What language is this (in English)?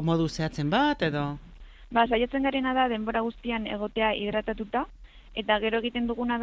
Basque